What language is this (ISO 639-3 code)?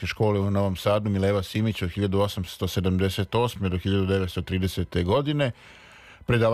srp